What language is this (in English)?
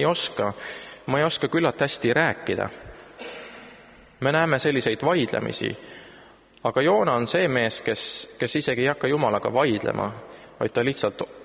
Estonian